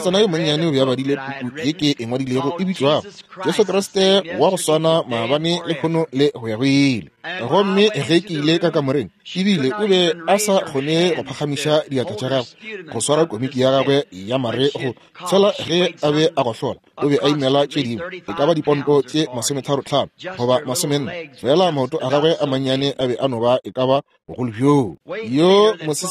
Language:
Northern Sotho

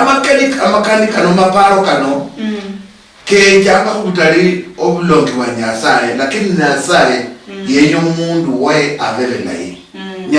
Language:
Luyia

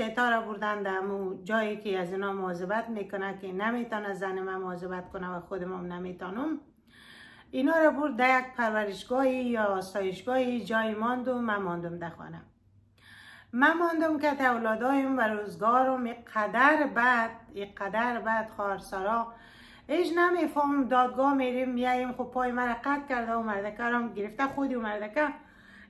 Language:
Persian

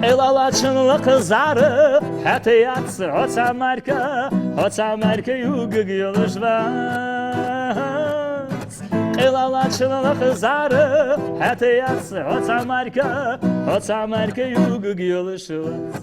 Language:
Ingush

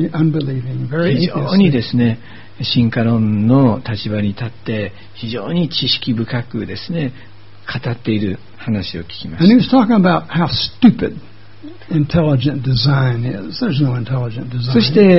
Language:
Japanese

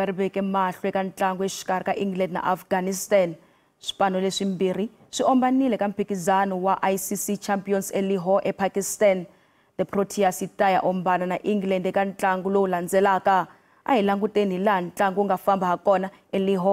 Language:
Tsonga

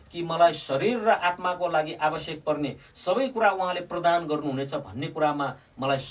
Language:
Nepali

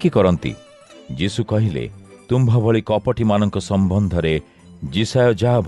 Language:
Odia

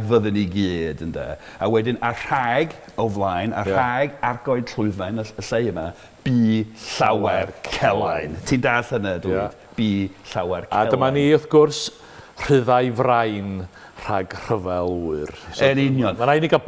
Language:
Welsh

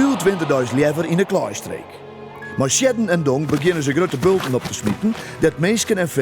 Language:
Western Frisian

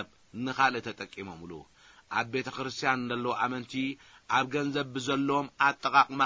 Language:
Tigrinya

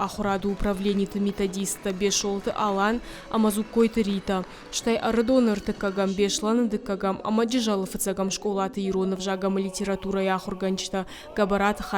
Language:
Ossetic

